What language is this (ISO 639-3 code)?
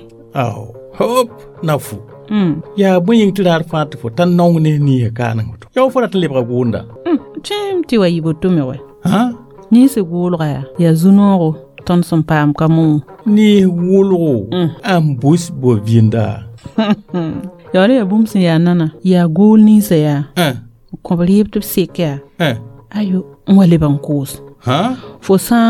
mos